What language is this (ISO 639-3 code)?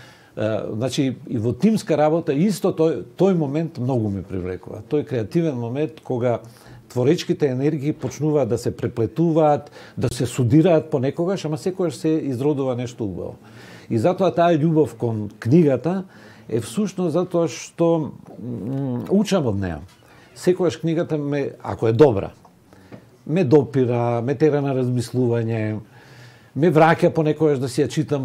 mkd